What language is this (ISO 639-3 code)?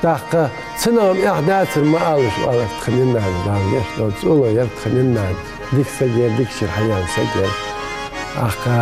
inh